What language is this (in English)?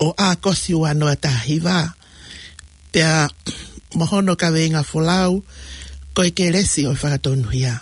Tongan